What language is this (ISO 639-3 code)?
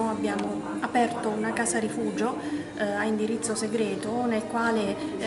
ita